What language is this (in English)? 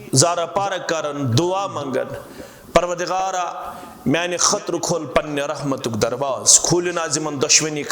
Kashmiri